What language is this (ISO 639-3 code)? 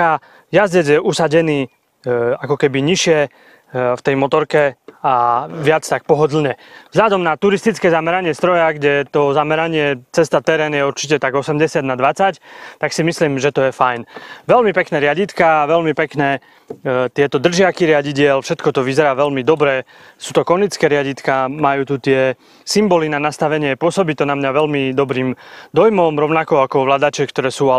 slk